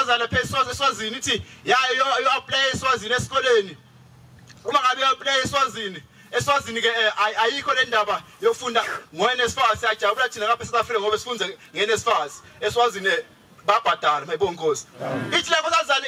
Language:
Zulu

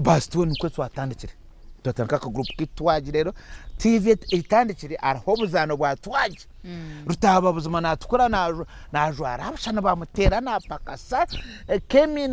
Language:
Nyankole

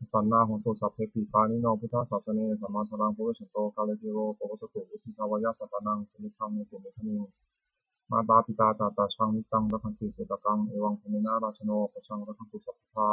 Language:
Pali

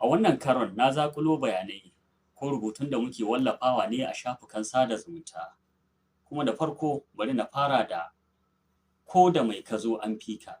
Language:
Hausa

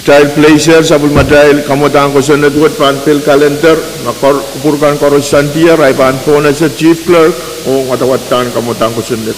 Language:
Pohnpeian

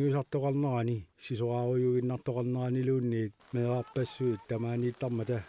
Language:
Kalaallisut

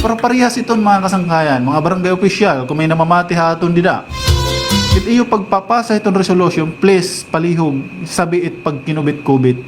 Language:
Waray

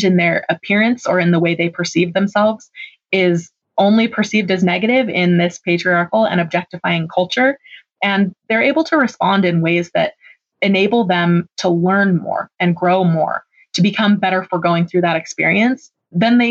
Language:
English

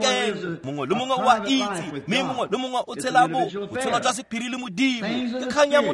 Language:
Tswana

